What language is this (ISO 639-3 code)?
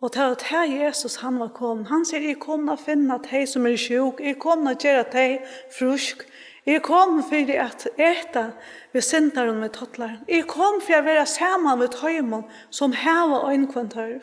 fao